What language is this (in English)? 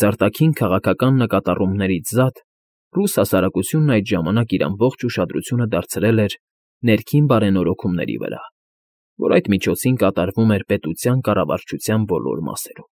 Armenian